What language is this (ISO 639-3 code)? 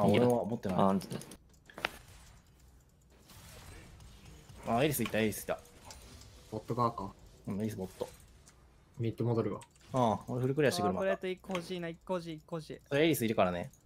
jpn